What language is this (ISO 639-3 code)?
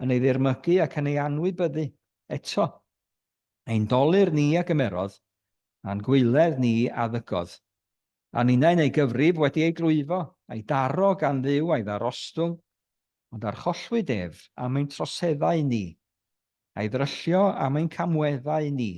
cym